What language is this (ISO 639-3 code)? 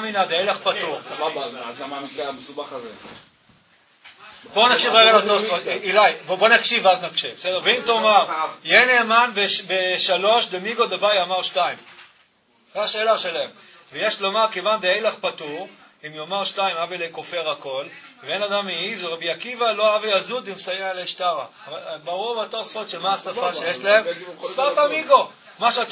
heb